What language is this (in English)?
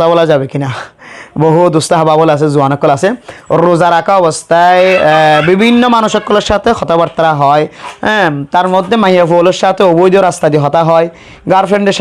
Rohingya